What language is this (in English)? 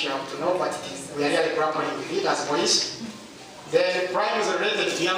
Nyankole